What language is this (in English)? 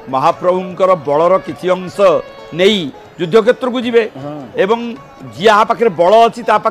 Odia